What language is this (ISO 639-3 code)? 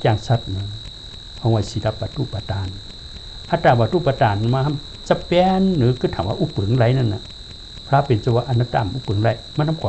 shn